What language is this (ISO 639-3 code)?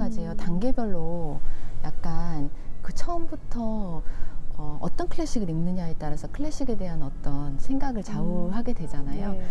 kor